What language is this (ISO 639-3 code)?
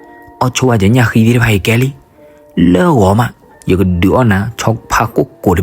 ksw